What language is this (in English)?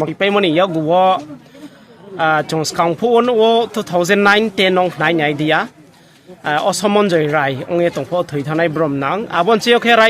Riang (India)